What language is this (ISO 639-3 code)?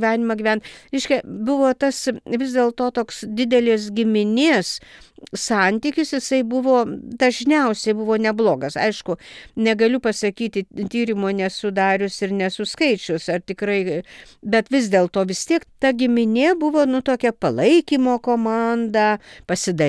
lit